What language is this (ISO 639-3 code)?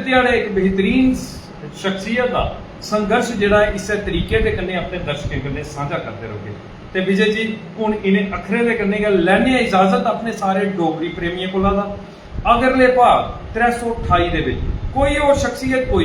doi